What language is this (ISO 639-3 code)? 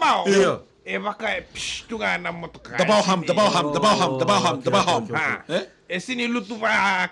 fij